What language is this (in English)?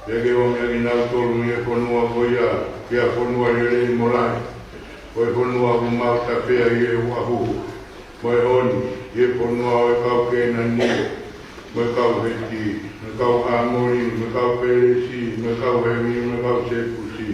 Tongan